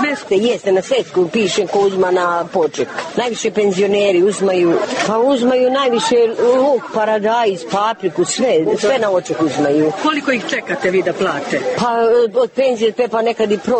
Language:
Serbian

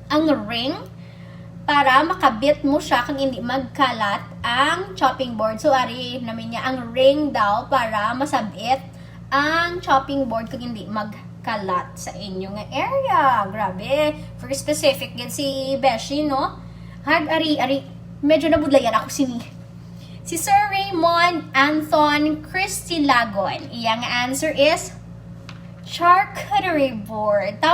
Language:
Hiligaynon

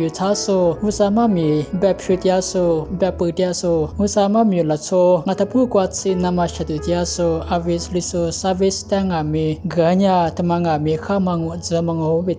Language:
Lisu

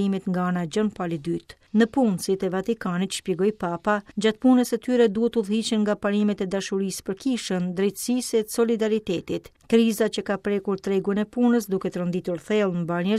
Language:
Albanian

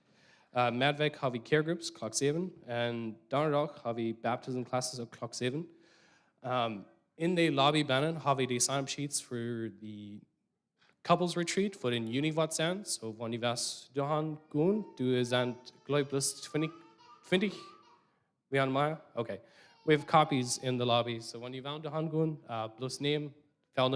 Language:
Plautdietsch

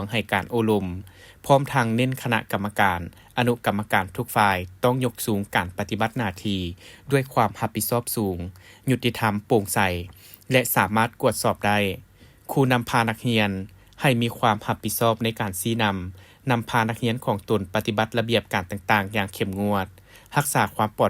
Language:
Lao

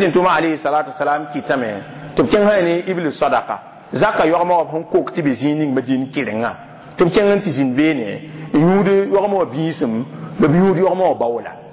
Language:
Mossi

